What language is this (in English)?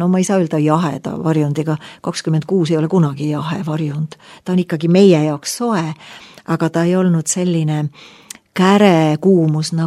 Estonian